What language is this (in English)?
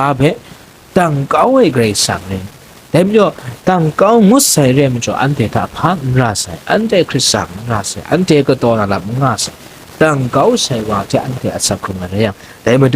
Kachin